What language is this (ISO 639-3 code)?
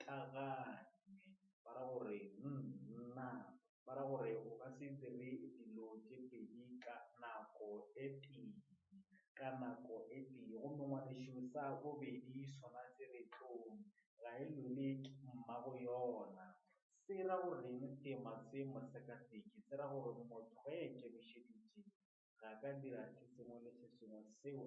nso